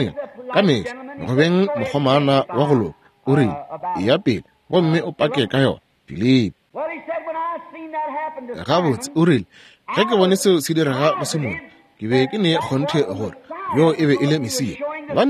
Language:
Northern Sotho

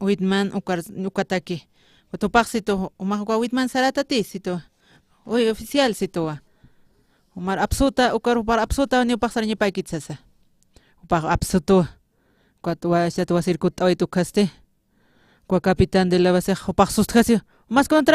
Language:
Aymara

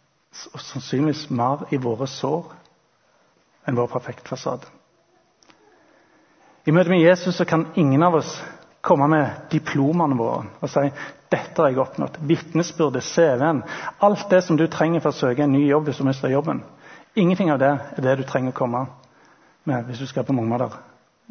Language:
Norwegian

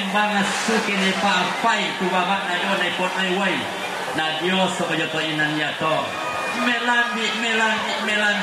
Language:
Toraja-Sa'dan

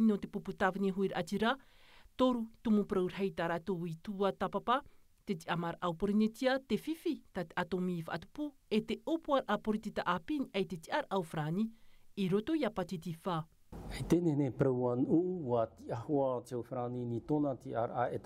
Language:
Tahitian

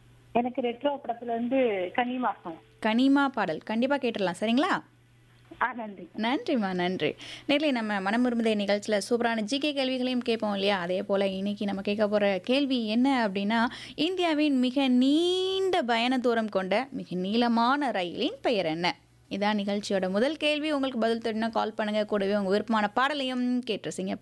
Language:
Tamil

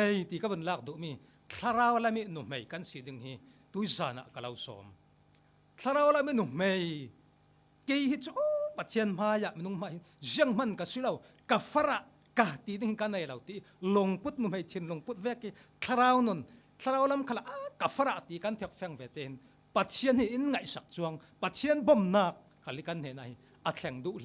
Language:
Falam Chin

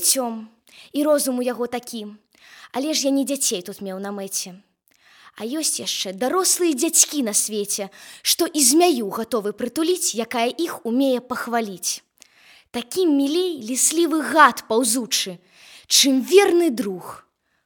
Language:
Belarusian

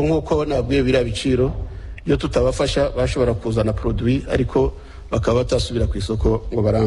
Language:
Kinyarwanda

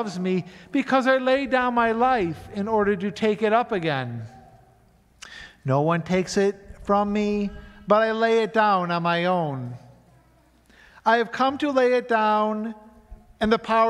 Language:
English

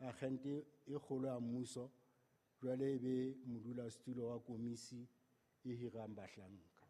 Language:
Southern Sotho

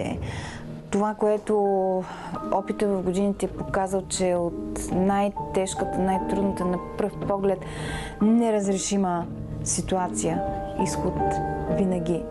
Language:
Bulgarian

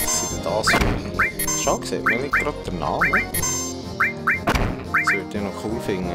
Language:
Swiss German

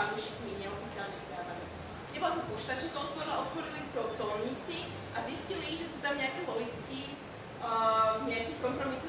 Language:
Slovak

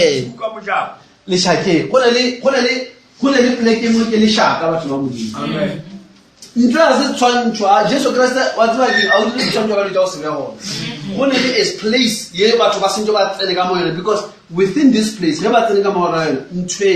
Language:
Northern Sotho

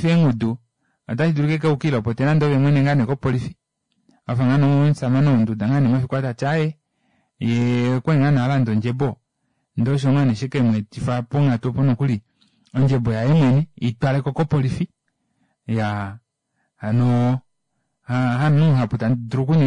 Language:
Kuanyama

